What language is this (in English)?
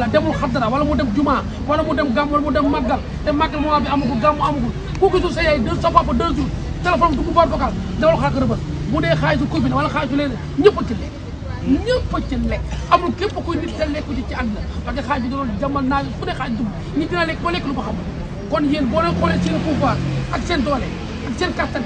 Wolof